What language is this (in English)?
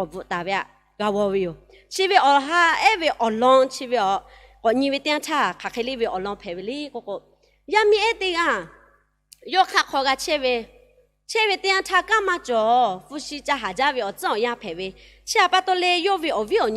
Lahu